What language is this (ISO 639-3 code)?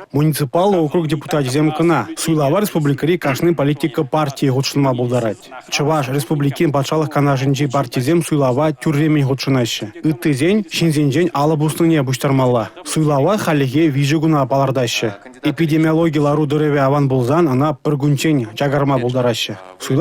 chv